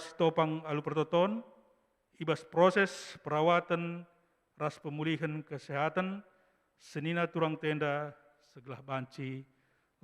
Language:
Batak Karo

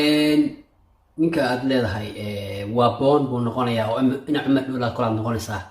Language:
Somali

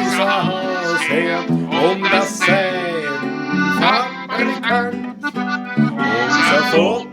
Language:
Bavarian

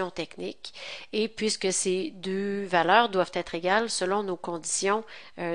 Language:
French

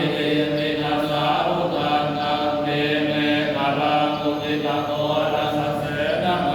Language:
Pali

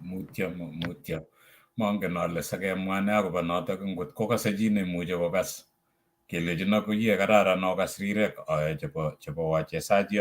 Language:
Kalenjin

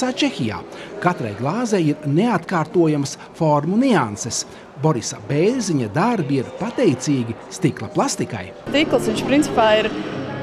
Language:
Latvian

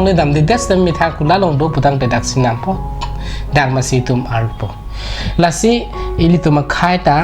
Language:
Karbi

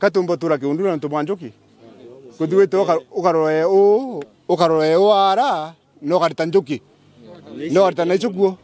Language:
Meru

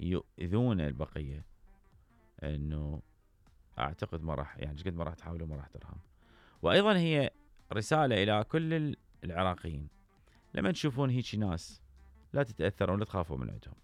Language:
Mesopotamian Arabic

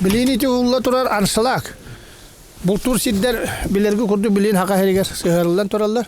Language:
Yakut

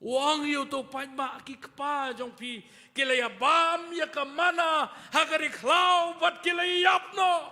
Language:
Khasi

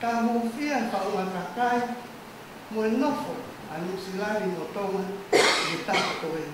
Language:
Tongan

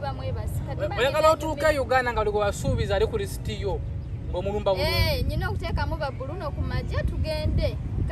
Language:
Ganda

